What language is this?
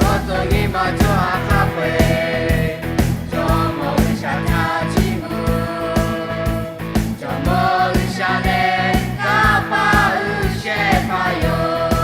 Lahu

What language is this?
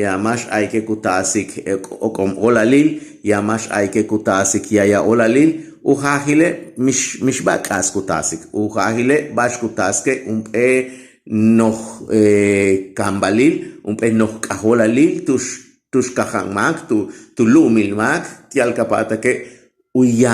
Yucateco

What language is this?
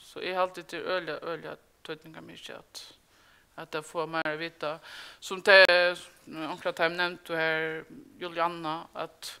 Faroese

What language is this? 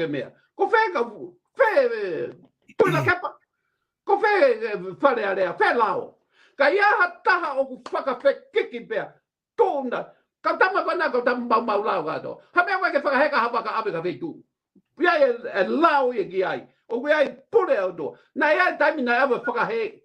Tongan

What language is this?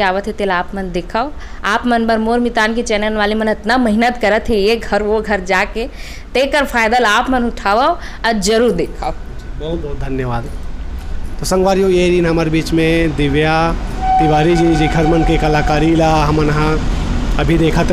Chhattisgarhi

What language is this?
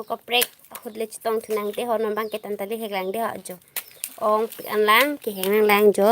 Karbi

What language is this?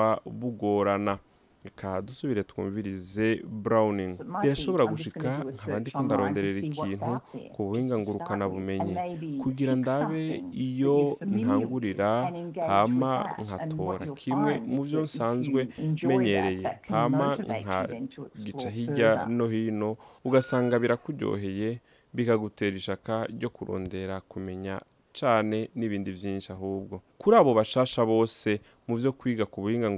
Rundi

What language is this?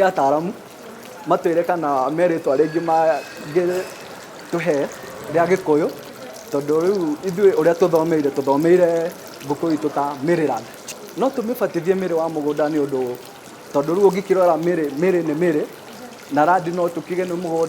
Kikuyu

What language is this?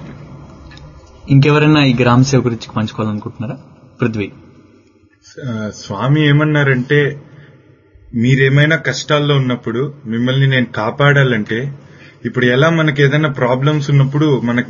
Telugu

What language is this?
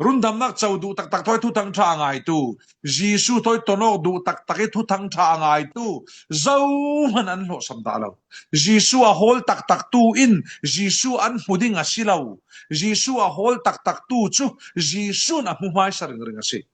Falam Chin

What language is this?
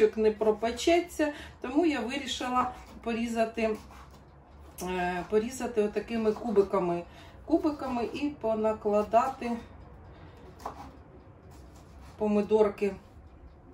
Ukrainian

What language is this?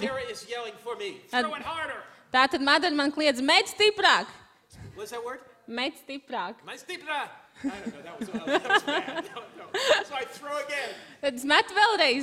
Latvian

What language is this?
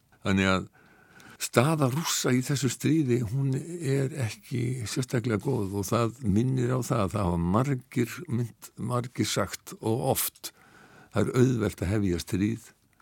Icelandic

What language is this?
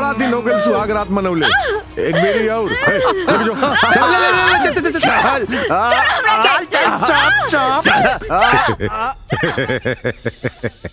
Bhojpuri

